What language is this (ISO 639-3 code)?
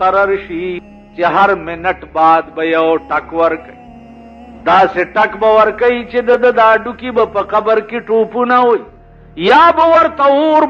pus